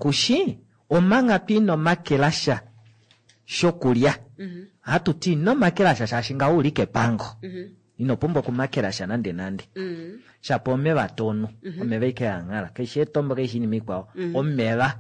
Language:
Kuanyama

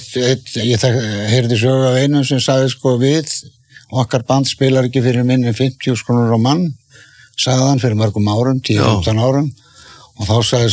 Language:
Icelandic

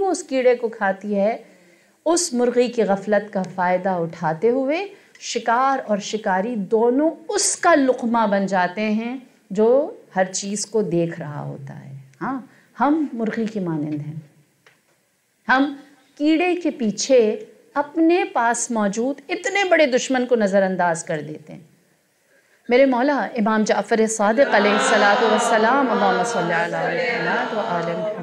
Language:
Urdu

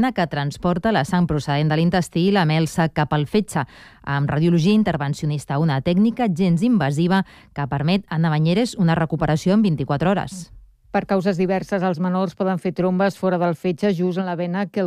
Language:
Catalan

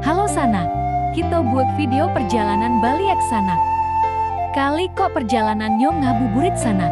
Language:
Minangkabau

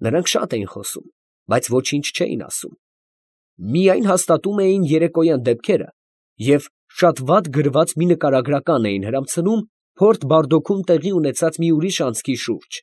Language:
Armenian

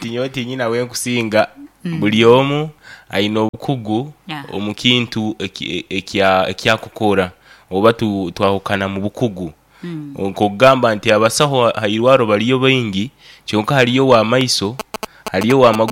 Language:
Nyoro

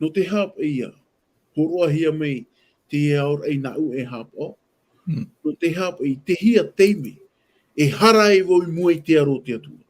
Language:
Tahitian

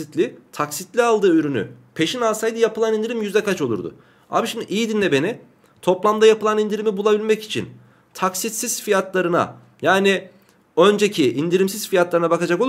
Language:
Turkish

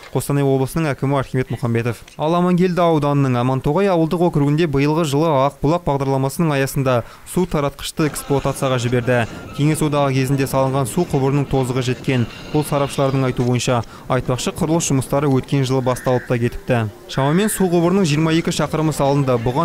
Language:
Kazakh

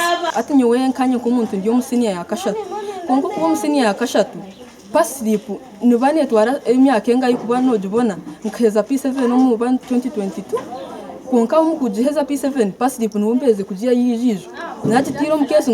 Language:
Nyankole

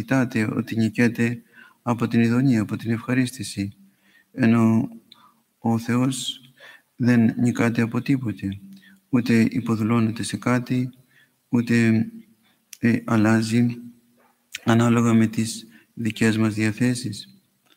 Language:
Greek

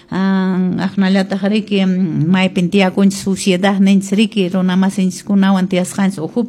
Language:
Quechua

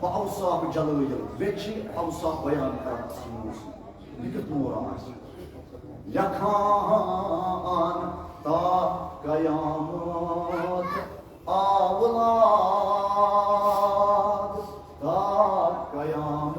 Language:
Kashmiri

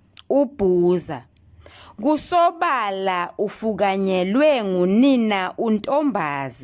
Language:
Zulu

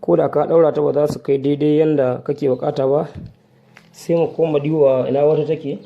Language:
Hausa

